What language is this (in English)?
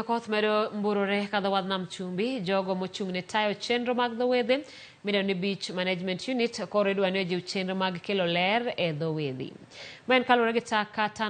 Luo (Kenya and Tanzania)